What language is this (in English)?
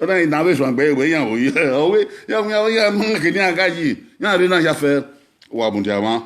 Bini